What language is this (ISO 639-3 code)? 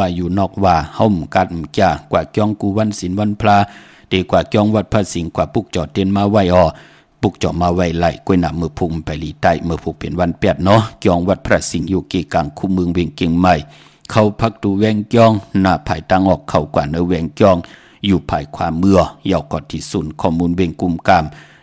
shn